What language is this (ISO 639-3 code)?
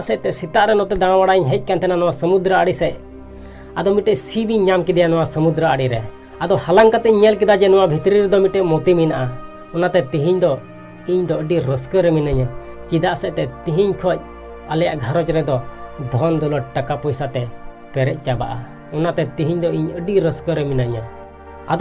sat